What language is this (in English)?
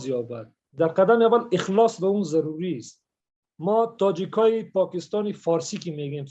Persian